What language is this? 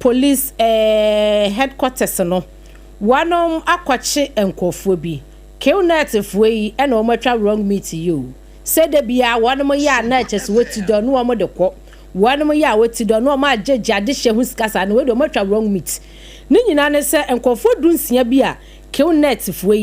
Akan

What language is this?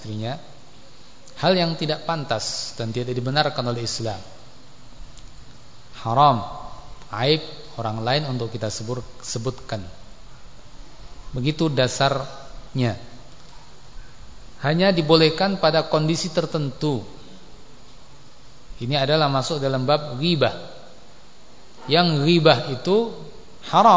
Indonesian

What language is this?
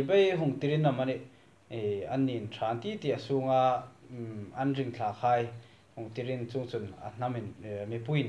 Hmar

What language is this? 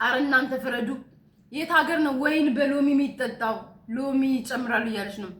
Amharic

